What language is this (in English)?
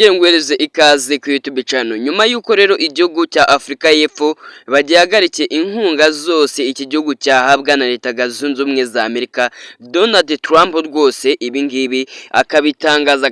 Kinyarwanda